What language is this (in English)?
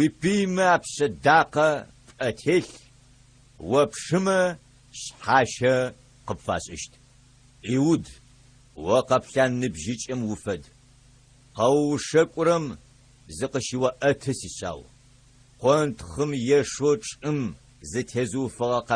Adyghe